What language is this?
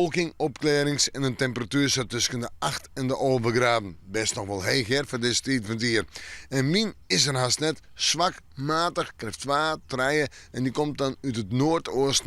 Western Frisian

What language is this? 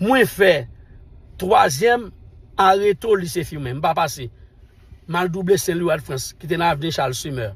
Haitian Creole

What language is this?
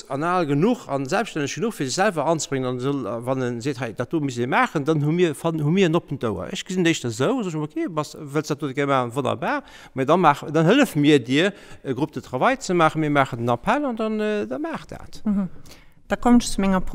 Luxembourgish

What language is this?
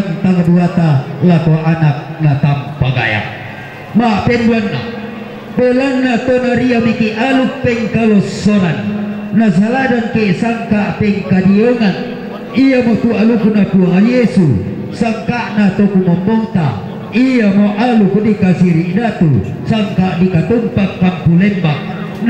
Toraja-Sa'dan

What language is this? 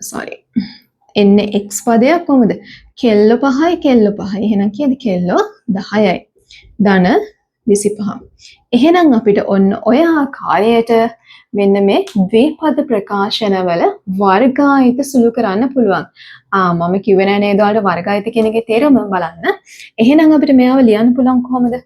Sinhala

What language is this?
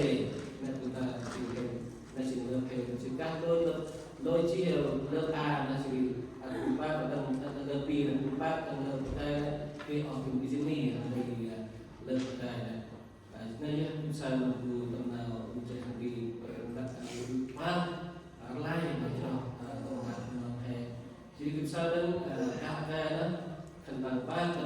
Central Mnong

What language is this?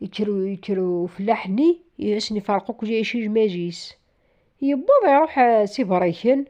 Kabyle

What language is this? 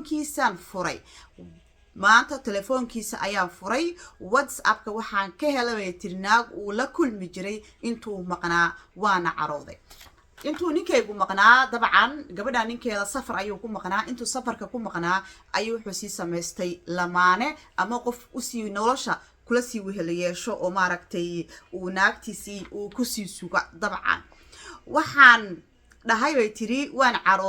Somali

